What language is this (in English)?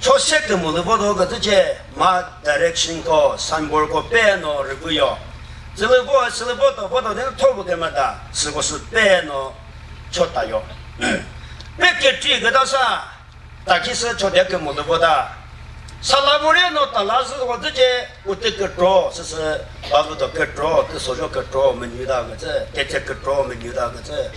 Chokri Naga